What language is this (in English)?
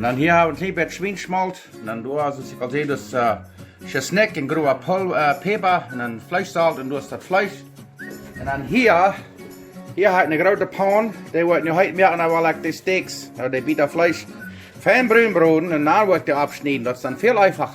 Plautdietsch